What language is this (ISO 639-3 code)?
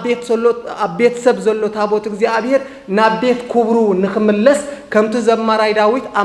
tir